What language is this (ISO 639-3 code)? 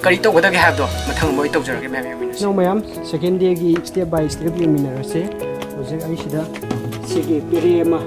mni